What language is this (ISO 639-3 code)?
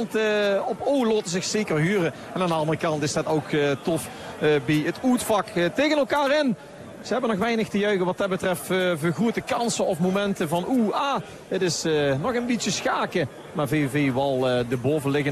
nld